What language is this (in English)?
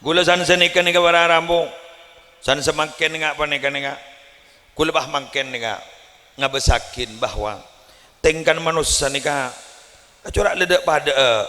Madurese